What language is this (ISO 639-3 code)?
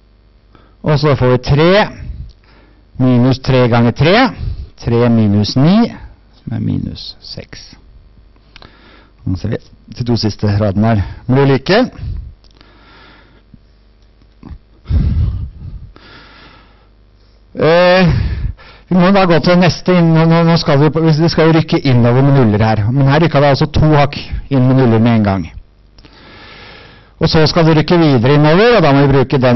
nor